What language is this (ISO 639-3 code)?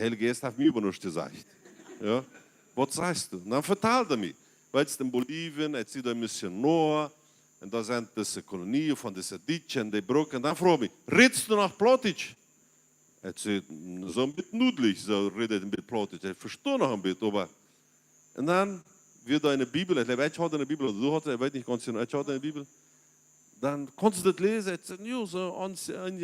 pdt